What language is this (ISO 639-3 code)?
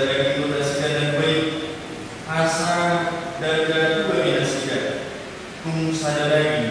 bbc